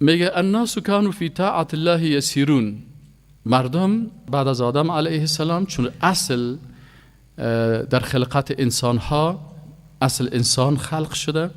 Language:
Persian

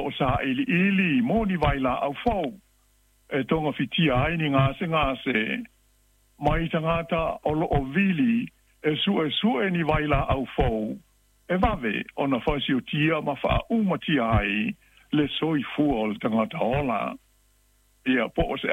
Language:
Samoan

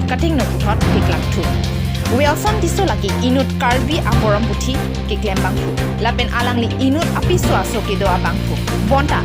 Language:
Karbi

